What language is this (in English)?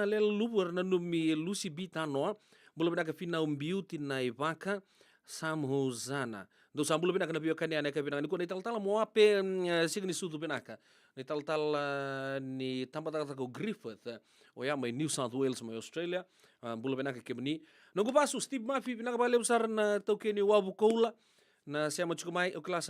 Fijian